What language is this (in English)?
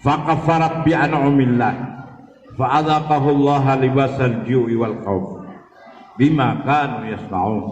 Maranao